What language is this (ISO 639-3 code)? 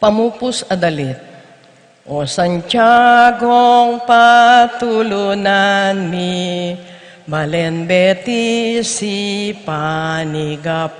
pam